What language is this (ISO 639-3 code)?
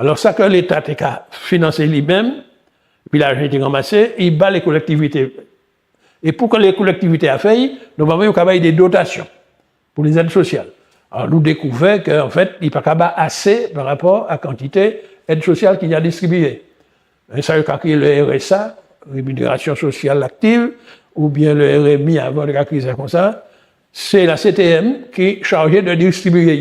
gcf